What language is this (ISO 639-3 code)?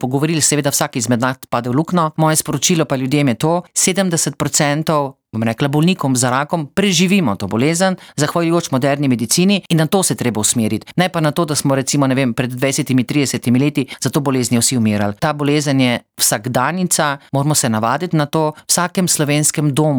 slv